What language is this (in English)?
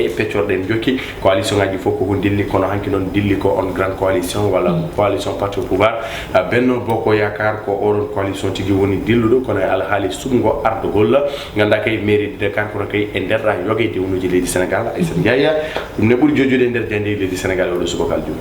Fula